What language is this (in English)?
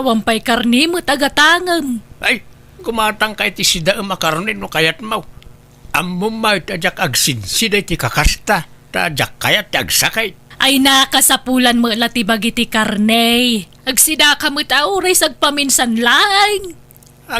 Iloko